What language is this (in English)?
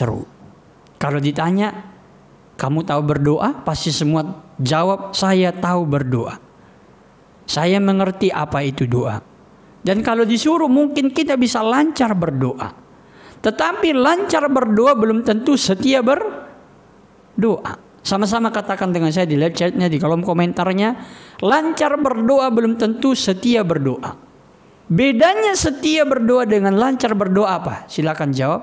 Indonesian